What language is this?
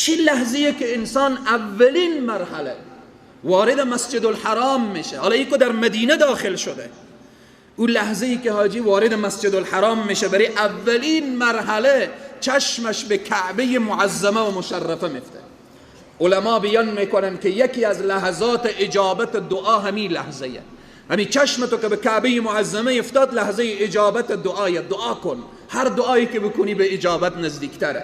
Persian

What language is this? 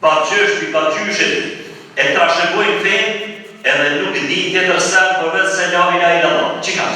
Albanian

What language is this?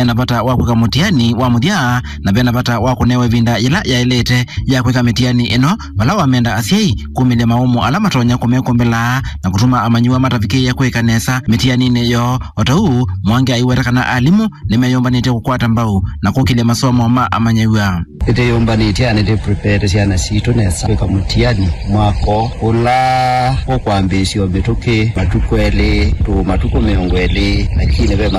Kamba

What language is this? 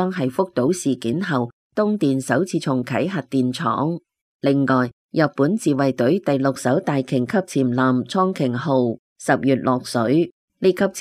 Cantonese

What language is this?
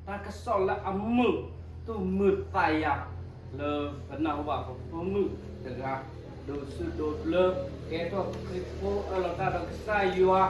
S'gaw Karen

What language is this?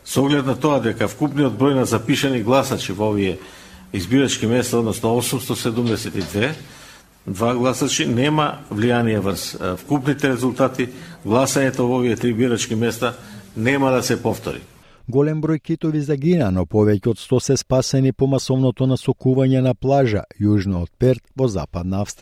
Macedonian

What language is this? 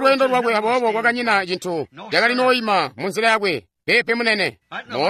Tonga (Zambia)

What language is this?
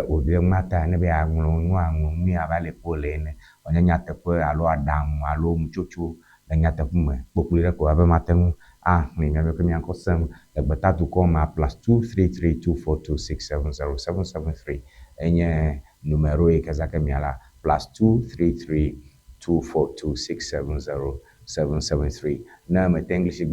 Ewe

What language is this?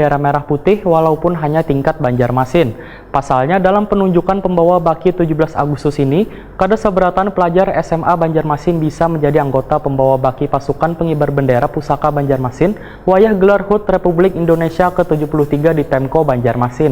Banjar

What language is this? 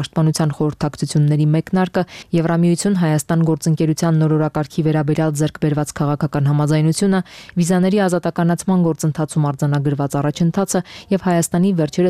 Armenian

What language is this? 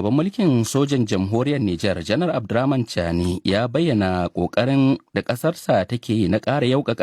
Hausa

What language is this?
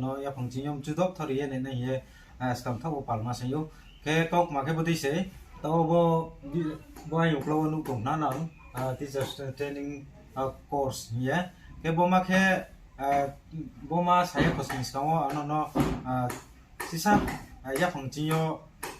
Riang (India)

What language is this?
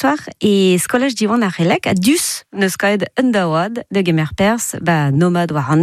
Breton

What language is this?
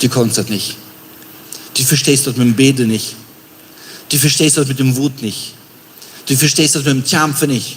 Plautdietsch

